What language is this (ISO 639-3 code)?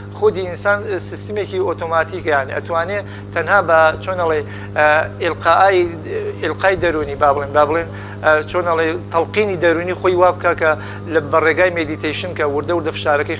ckb